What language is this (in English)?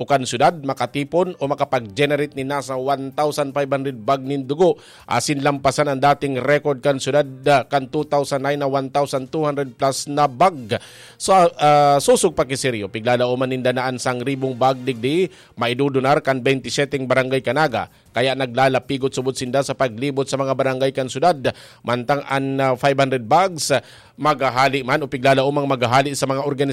Bikol